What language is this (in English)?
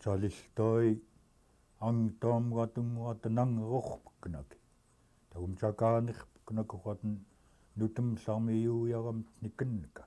Central Yupik